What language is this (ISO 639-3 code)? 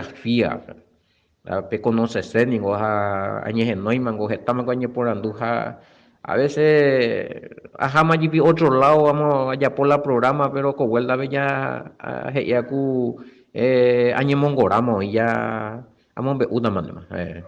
grn